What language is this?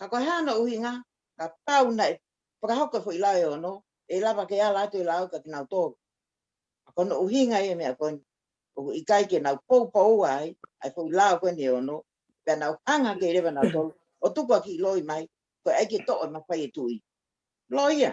Tongan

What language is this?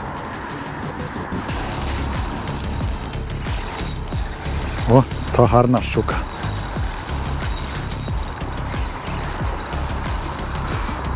Ukrainian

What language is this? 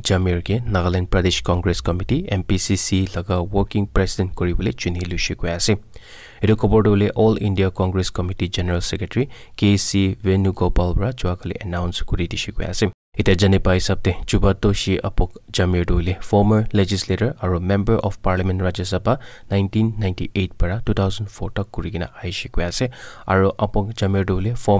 Naga Pidgin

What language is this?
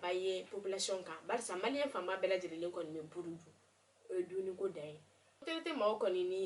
Bambara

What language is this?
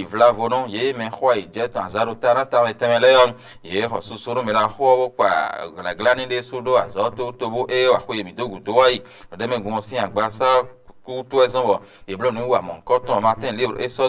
Fon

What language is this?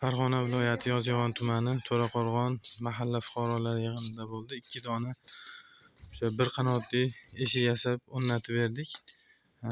Uzbek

